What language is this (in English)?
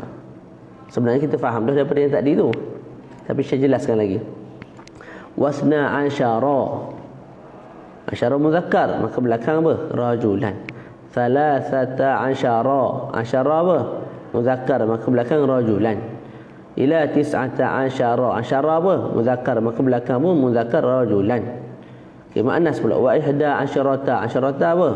Malay